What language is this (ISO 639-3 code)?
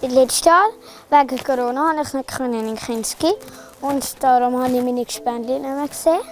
roh